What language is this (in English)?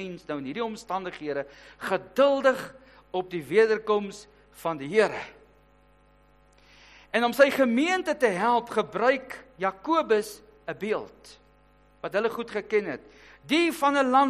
Afrikaans